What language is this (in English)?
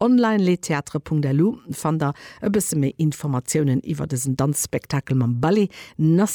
Luxembourgish